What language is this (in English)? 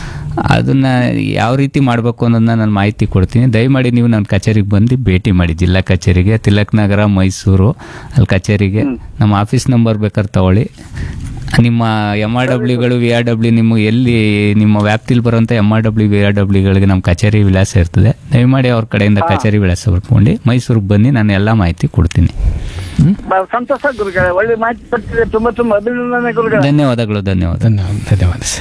Kannada